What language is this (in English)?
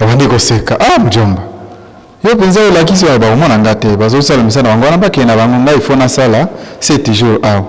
Lingala